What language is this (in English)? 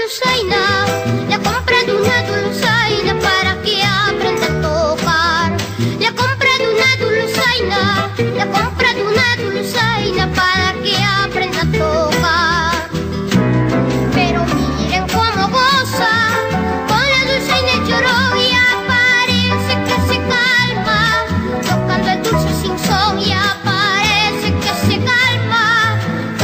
Spanish